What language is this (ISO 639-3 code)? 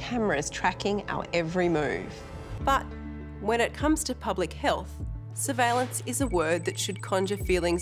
eng